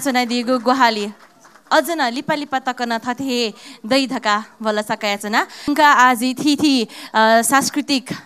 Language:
Newari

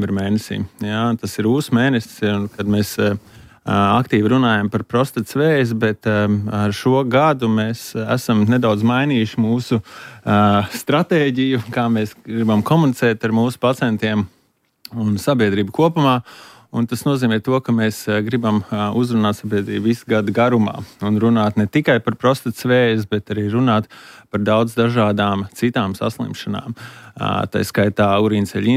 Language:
Latvian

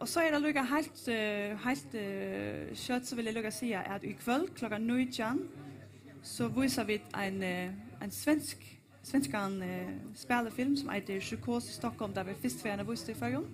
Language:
Faroese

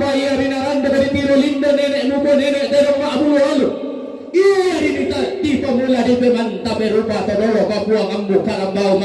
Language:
Toraja-Sa'dan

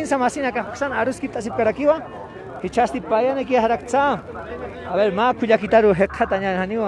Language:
Aymara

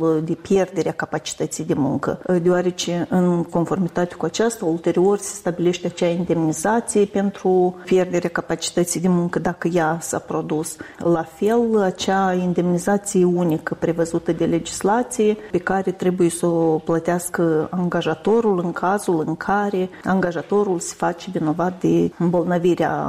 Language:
Romanian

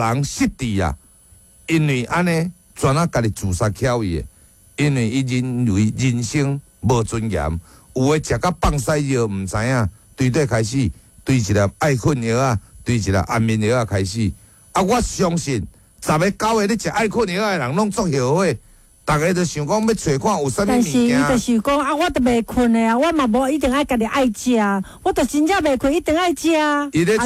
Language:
Min Nan Chinese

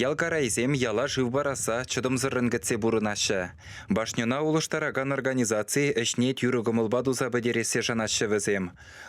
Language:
Chuvash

